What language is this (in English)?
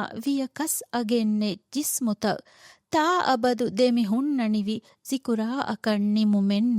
Divehi